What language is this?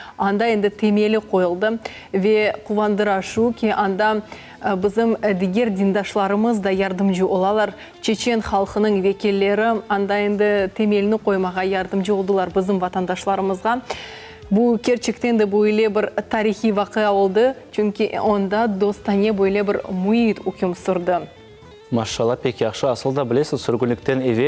Crimean Tatar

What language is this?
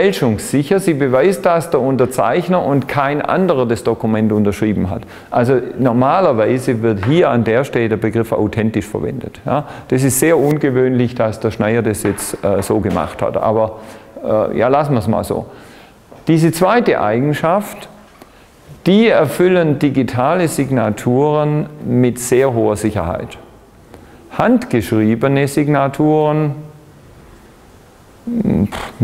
German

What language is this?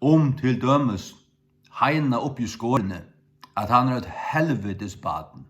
Faroese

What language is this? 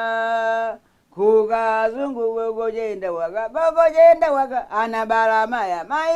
Nyanja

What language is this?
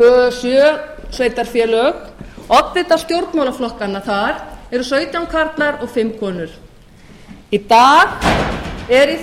Icelandic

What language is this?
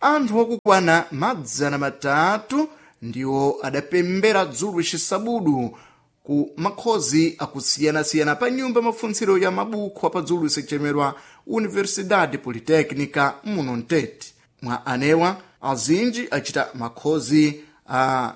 Sena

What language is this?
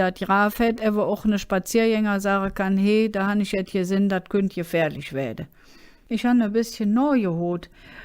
Colognian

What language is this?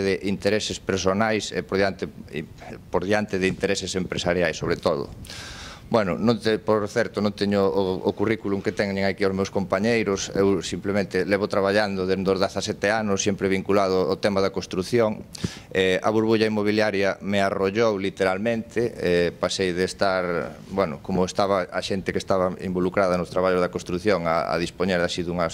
Galician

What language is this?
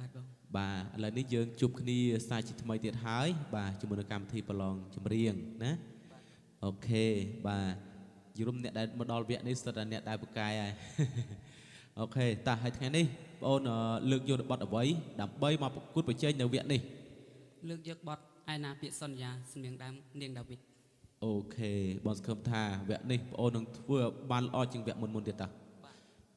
Khmer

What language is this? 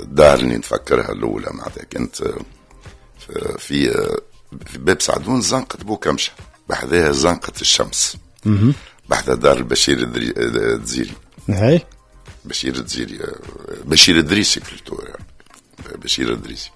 Tunisian Arabic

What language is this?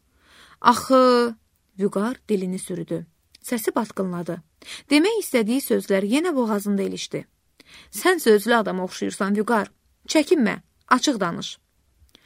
Azerbaijani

